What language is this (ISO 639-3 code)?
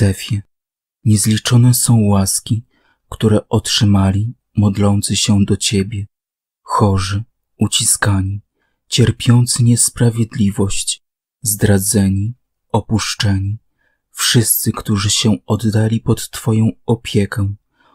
pol